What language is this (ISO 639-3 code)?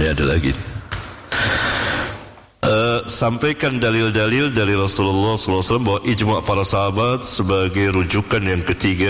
ind